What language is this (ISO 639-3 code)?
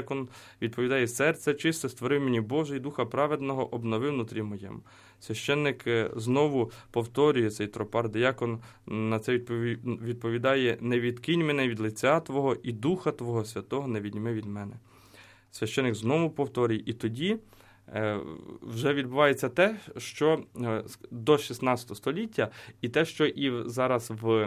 ukr